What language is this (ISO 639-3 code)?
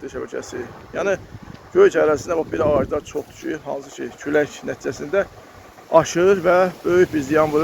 aze